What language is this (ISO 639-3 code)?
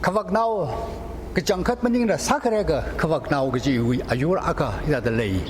nmf